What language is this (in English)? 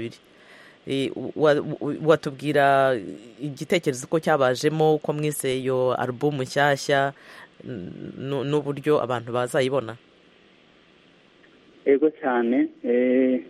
Kinyarwanda